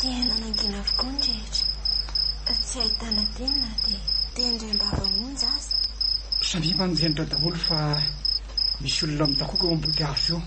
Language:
Malagasy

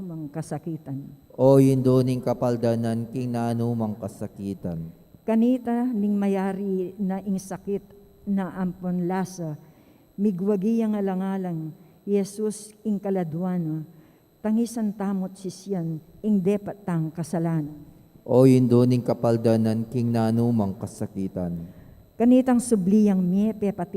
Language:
Pampanga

